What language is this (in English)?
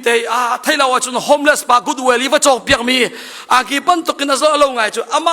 Hakha Chin